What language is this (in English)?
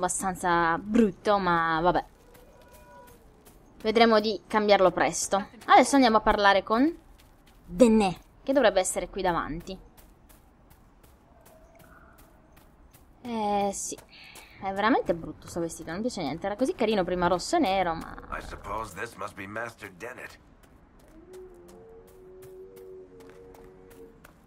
Italian